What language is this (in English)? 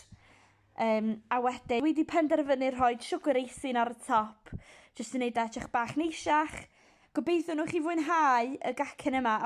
Welsh